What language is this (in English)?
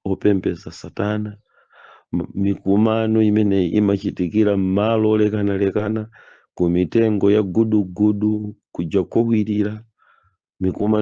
Nyanja